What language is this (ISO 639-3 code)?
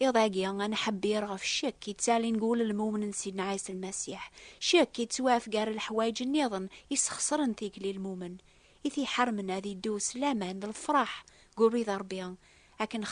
kab